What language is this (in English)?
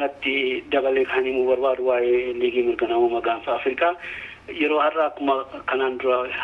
Oromo